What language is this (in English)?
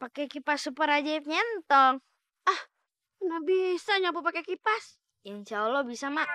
Betawi